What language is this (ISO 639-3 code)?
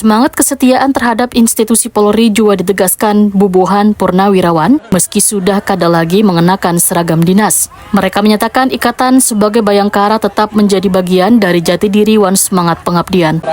bjn